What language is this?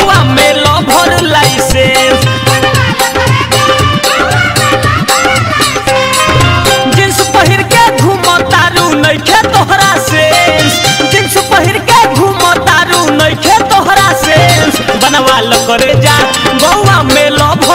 Bhojpuri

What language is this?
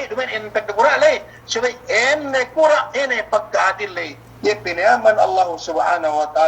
Yakan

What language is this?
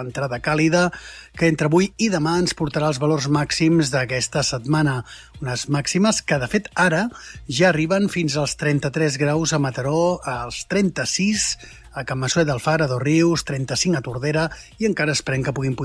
Catalan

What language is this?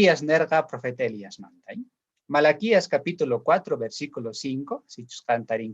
South Bolivian Quechua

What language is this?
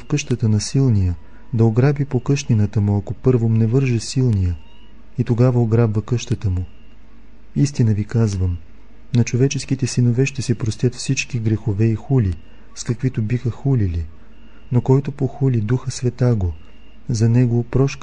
Bulgarian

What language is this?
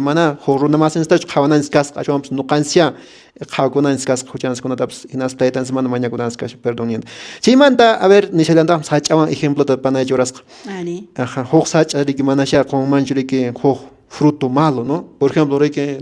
Quechua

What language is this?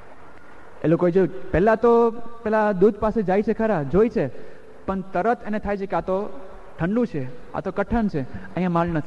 Gujarati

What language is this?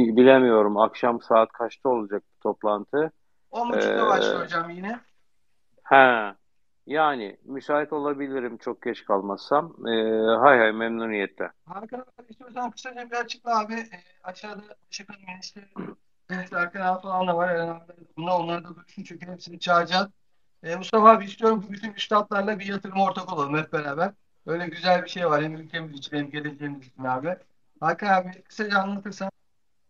Turkish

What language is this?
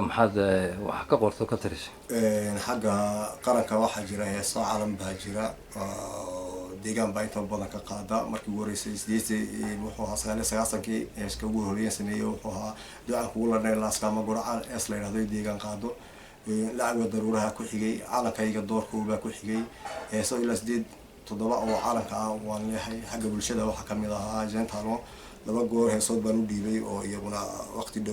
Somali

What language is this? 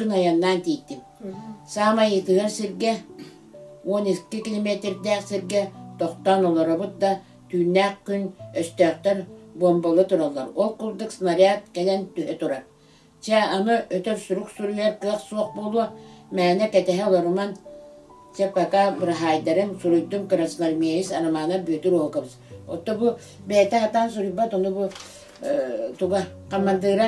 Yakut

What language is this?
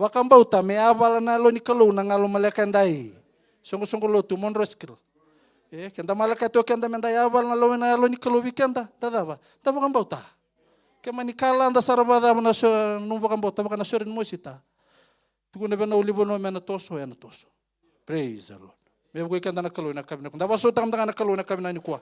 Fijian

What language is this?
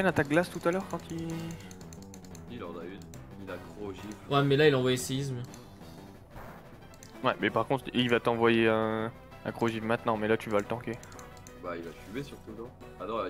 French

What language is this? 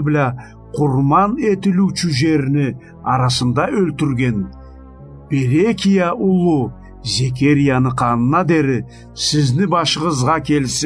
Karachay-Balkar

